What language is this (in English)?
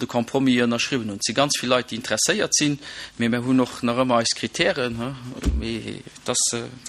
Luxembourgish